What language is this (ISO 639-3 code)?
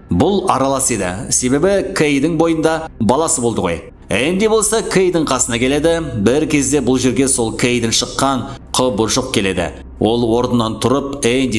kaz